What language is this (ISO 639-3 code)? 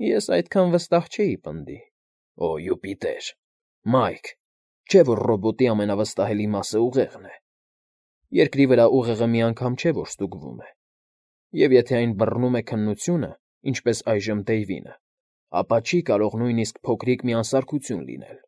hye